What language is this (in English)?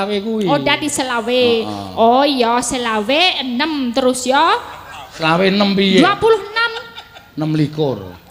Javanese